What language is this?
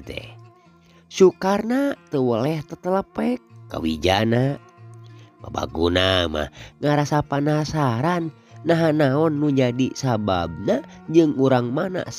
Sundanese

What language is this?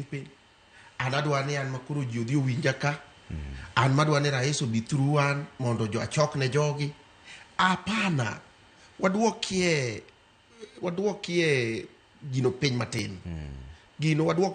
Luo (Kenya and Tanzania)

